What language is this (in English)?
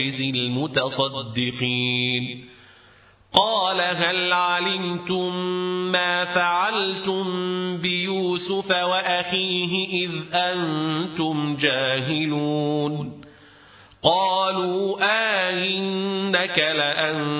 Arabic